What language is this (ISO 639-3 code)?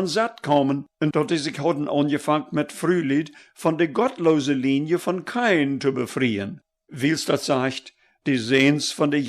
pdt